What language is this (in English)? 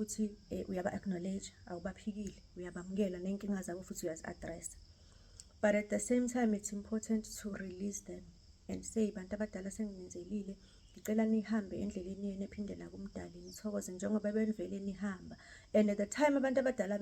Zulu